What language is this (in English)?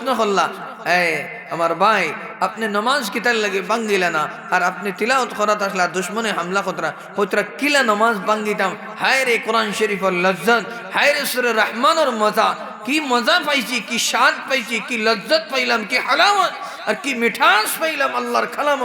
Sylheti